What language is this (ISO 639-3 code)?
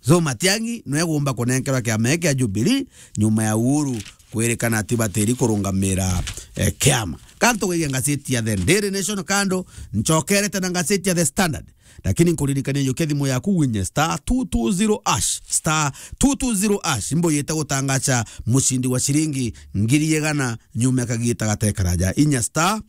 mer